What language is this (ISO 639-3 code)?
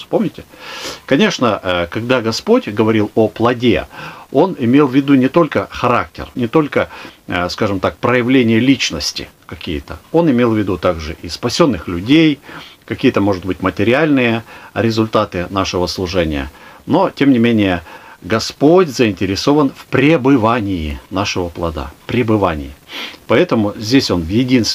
rus